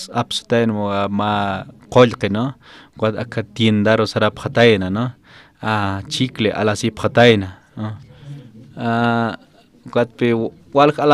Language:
Aymara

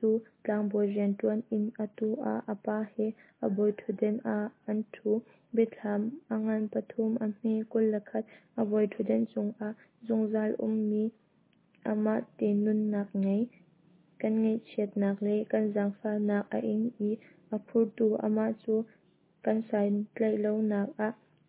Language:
Hakha Chin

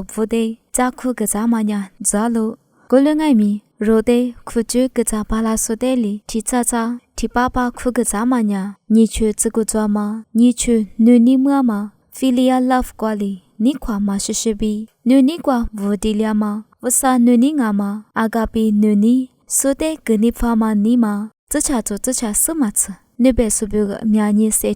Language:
Lisu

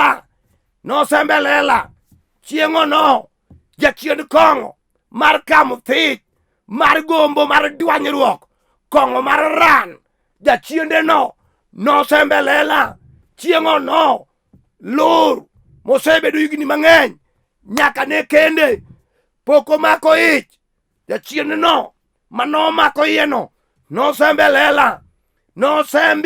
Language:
Luo (Kenya and Tanzania)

